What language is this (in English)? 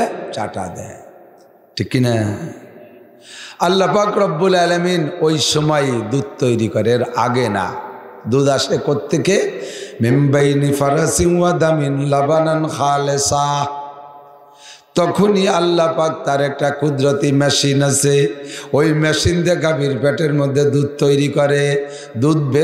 Bangla